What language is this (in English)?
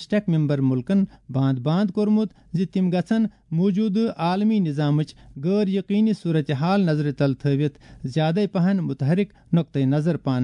Kashmiri